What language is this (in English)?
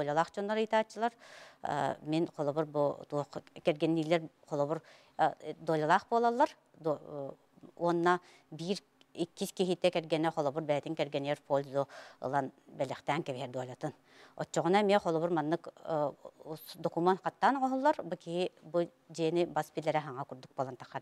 Yakut